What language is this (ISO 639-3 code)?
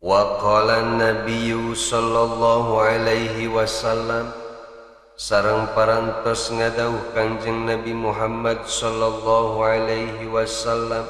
sun